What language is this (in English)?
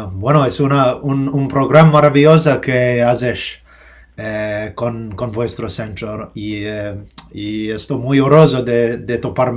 Ladino